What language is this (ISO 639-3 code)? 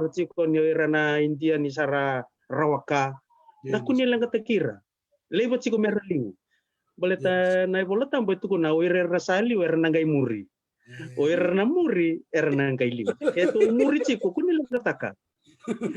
fij